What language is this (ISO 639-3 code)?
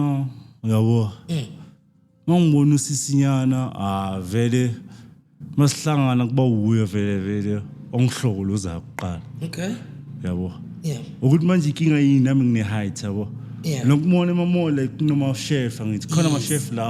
zul